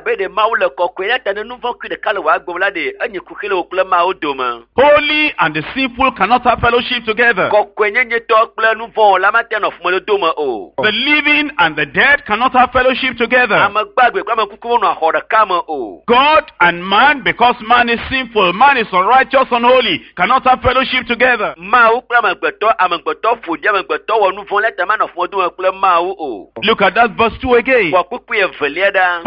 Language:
Ewe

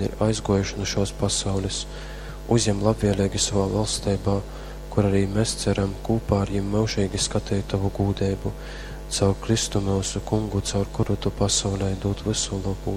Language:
Latgalian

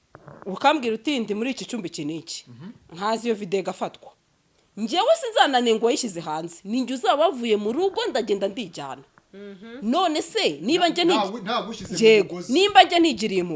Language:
Kinyarwanda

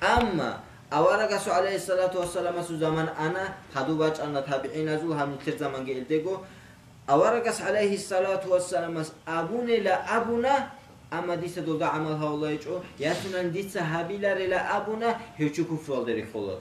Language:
Avaric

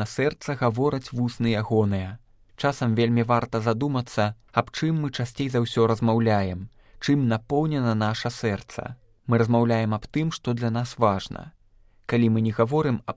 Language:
Belarusian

